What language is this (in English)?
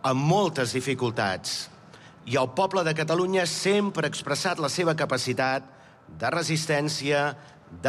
Catalan